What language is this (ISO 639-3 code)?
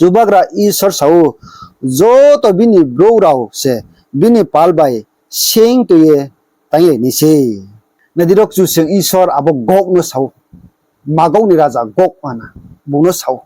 ria